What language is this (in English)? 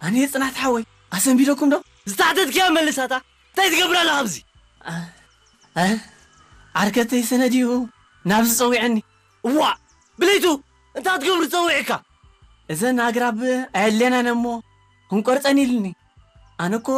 Tigrinya